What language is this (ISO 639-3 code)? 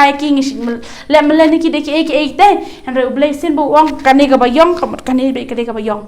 kha